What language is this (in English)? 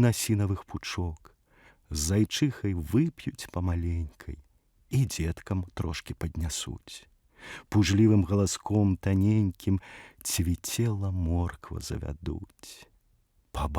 Belarusian